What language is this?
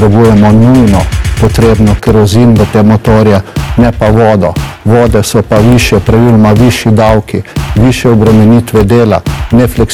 Slovenian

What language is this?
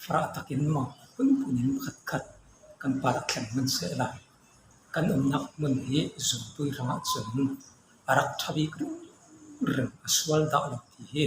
Falam Chin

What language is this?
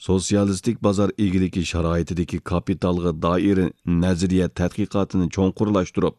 Uyghur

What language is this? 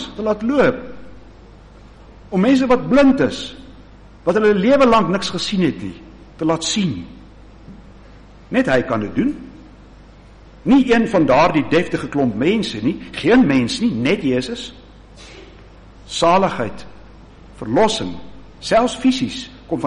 Afrikaans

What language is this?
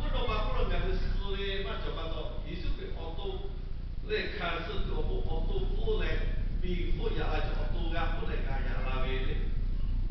Lahu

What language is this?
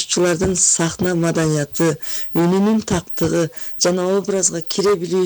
Kyrgyz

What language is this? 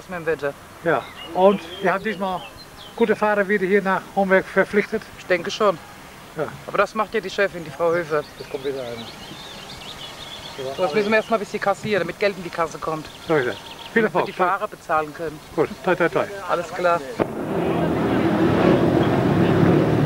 German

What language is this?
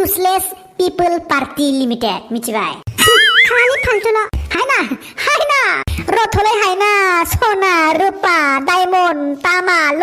Bodo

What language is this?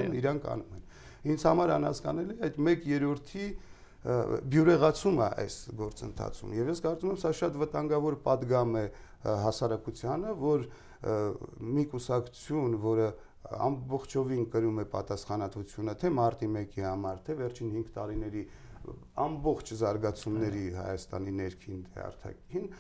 Armenian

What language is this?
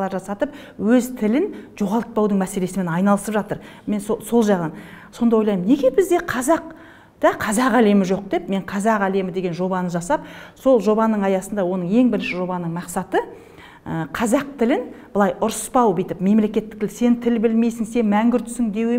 Kazakh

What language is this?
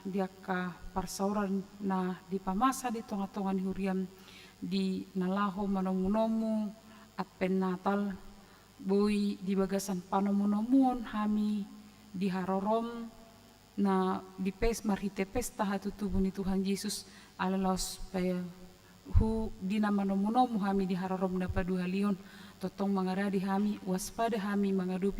Batak Toba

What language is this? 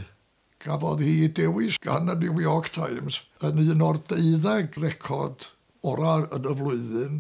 Welsh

